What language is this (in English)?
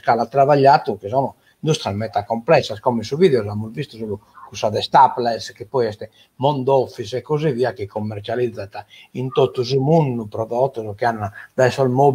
Sardinian